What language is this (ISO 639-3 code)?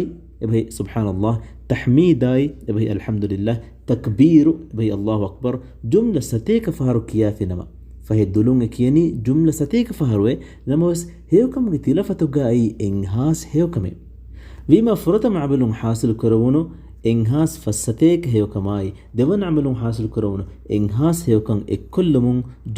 div